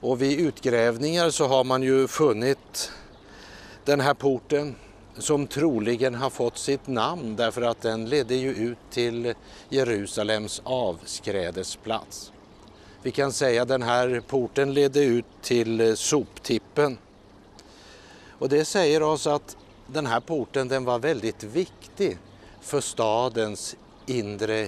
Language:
Swedish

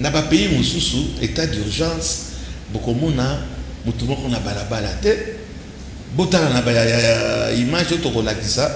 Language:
Lingala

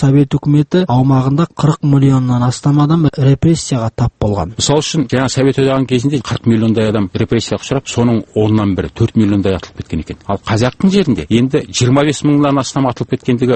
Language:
Kazakh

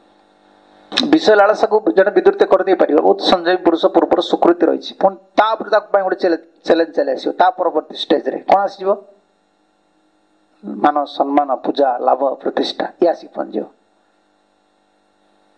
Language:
Odia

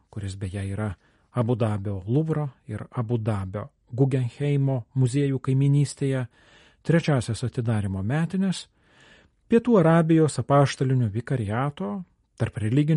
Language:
Lithuanian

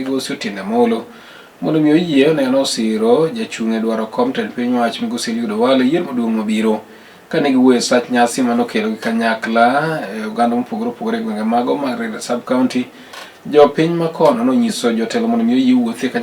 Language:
Luo (Kenya and Tanzania)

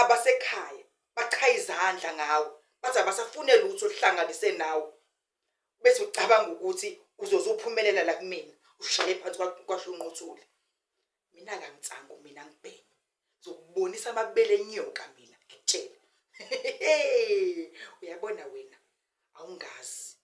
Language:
Zulu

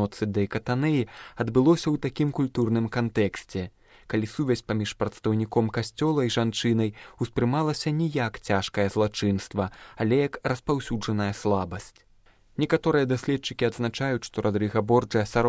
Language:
Belarusian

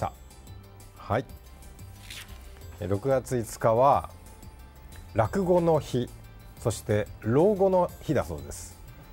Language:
Japanese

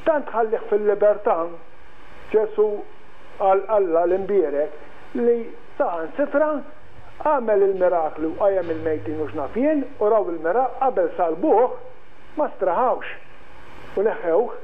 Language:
Maltese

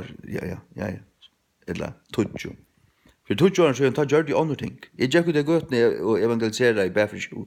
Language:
Faroese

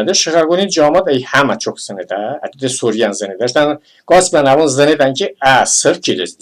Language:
Talysh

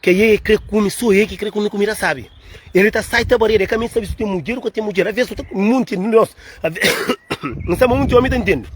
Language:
Kabuverdianu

